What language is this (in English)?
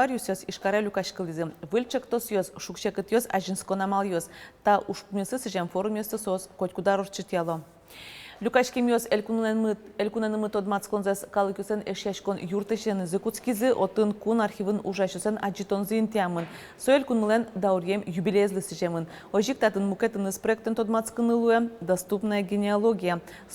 Udmurt